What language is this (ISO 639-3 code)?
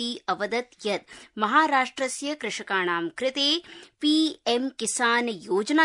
san